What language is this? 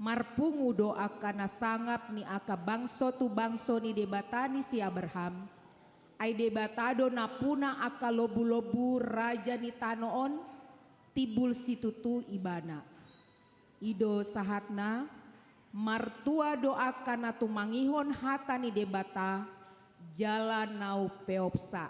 Batak Toba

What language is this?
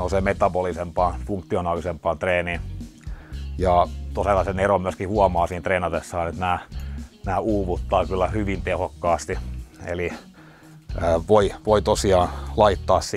Finnish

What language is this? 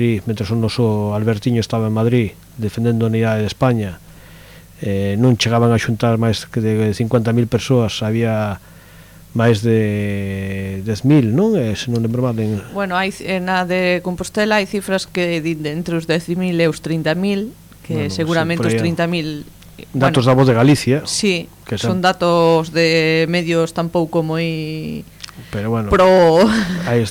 Galician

